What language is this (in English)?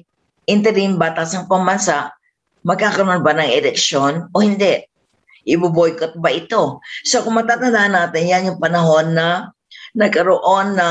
Filipino